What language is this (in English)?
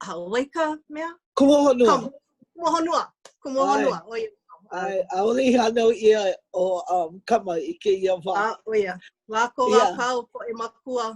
Hawaiian